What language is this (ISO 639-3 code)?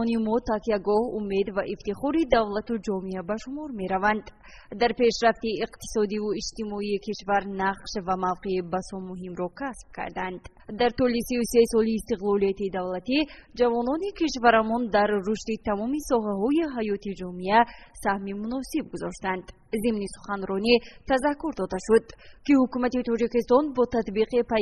tgk